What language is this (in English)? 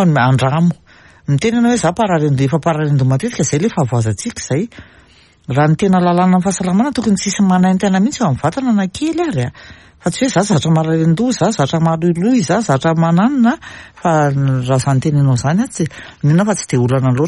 Malagasy